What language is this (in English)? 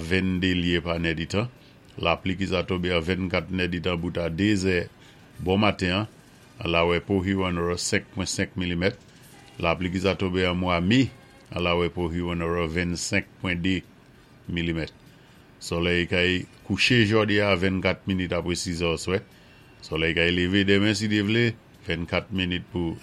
Saint Lucian Creole French